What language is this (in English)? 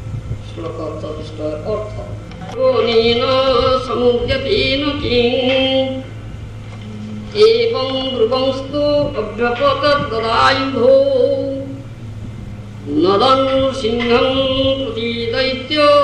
Odia